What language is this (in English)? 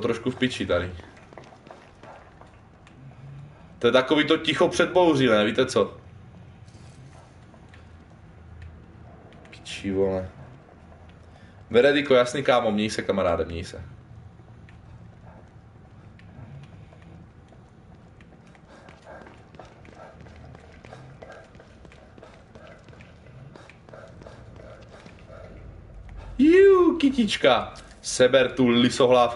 Czech